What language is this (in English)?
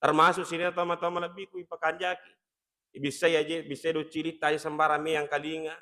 Buginese